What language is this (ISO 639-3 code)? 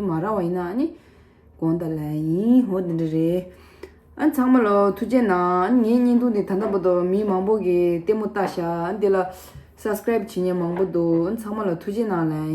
bod